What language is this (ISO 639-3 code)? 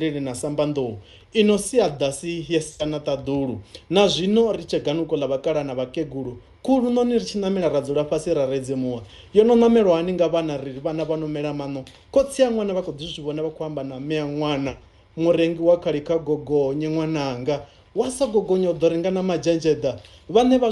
ven